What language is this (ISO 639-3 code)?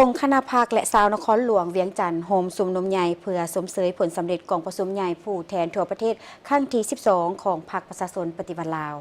lao